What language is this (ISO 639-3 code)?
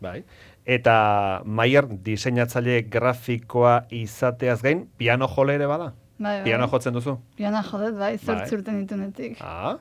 eus